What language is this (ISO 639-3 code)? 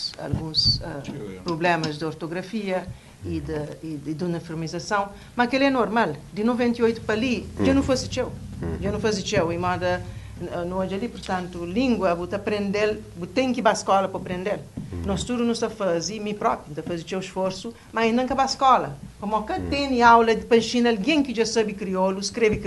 kea